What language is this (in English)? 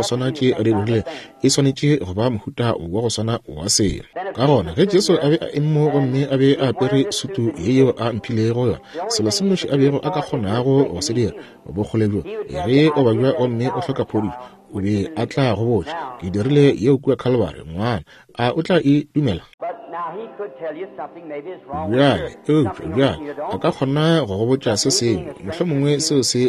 Northern Sotho